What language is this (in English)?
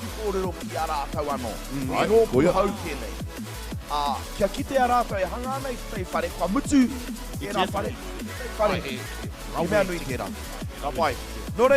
Māori